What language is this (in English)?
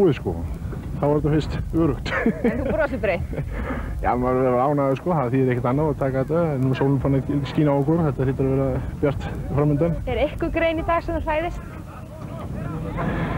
Icelandic